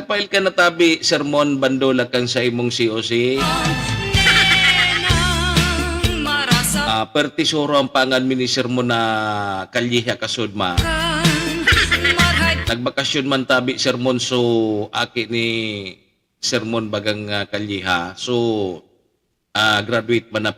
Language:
Bikol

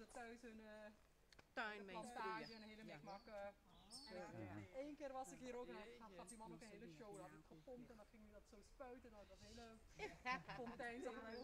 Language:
Dutch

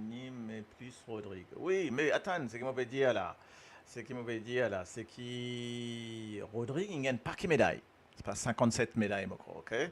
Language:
Morisyen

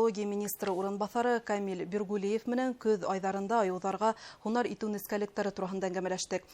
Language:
Bashkir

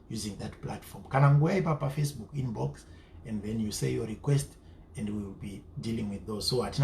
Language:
Shona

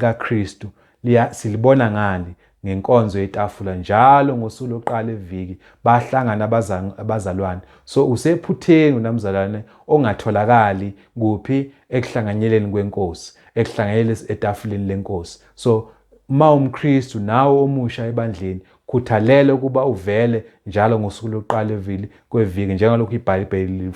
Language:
Zulu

